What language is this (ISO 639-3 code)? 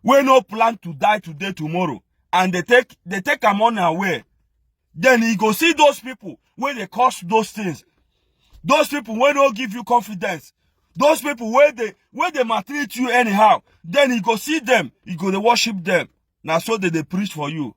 pcm